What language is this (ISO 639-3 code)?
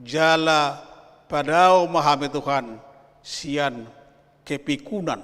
bbc